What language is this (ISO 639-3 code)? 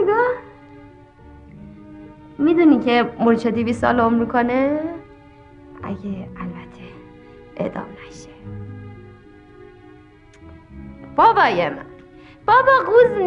fas